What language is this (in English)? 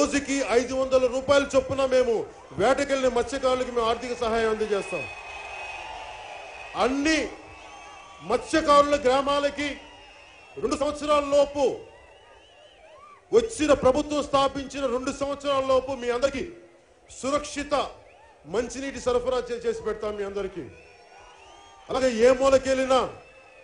Telugu